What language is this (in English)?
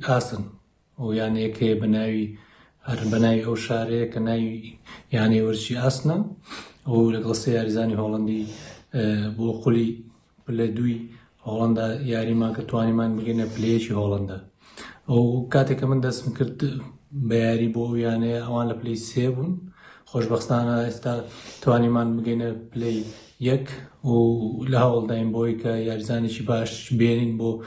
Central Kurdish